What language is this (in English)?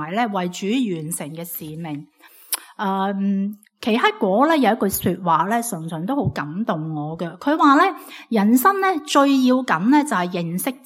Cantonese